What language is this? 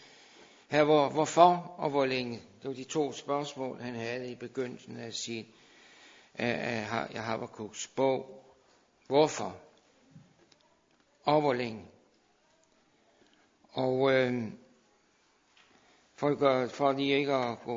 Danish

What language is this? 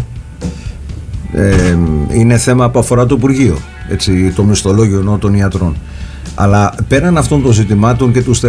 Greek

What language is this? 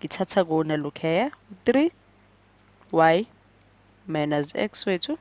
Zulu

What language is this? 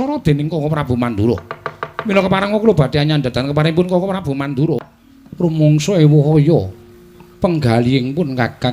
Javanese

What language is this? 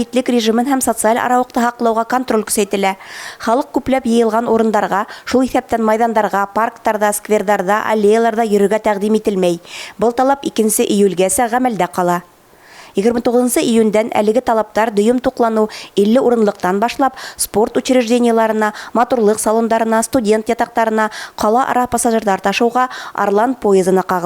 Bashkir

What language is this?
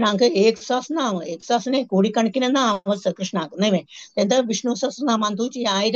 Konkani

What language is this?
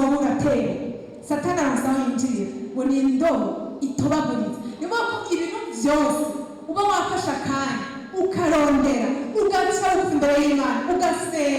Rundi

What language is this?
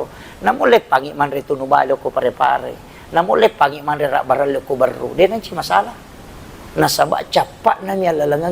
Buginese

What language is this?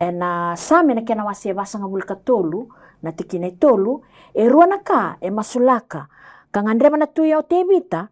Fijian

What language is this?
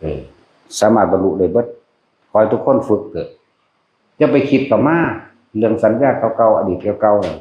Northeastern Thai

